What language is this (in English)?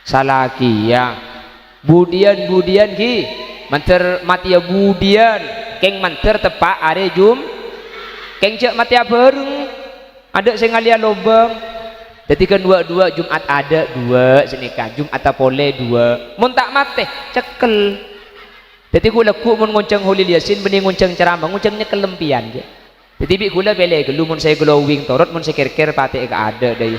Madurese